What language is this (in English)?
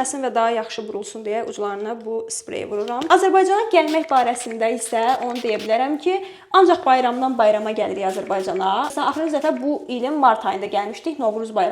Azerbaijani